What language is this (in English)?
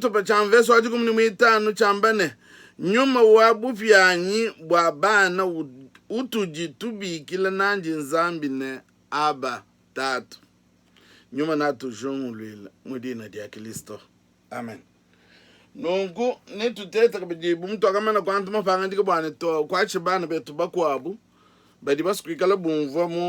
Luba-Lulua